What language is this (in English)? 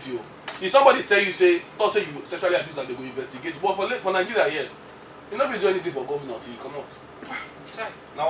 Nigerian Pidgin